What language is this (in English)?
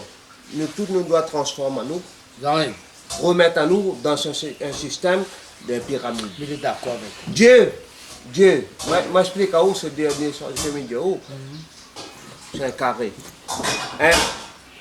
Réunion Creole French